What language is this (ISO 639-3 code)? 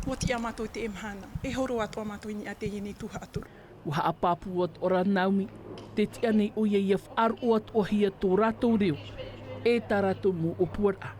tah